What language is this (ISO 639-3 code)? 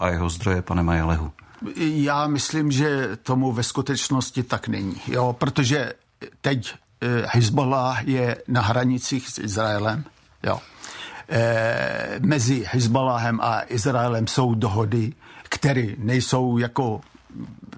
ces